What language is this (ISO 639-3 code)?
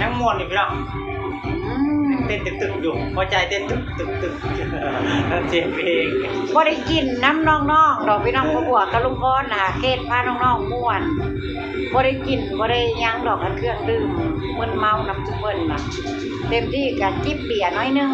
tts